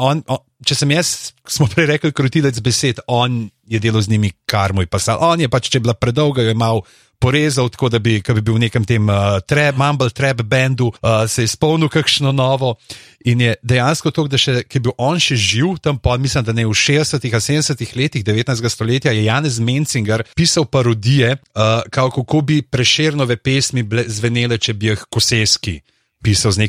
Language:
Slovenian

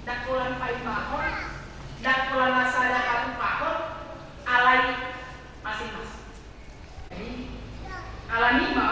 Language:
Batak Toba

